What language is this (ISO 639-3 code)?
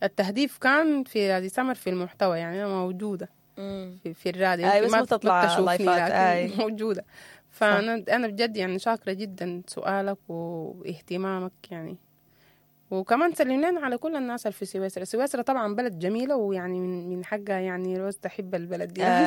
apd